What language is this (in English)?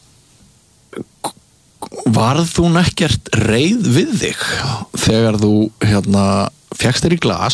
Icelandic